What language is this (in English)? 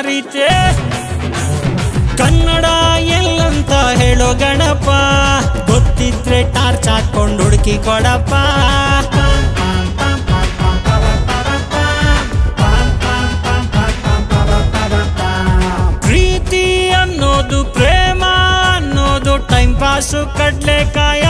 Kannada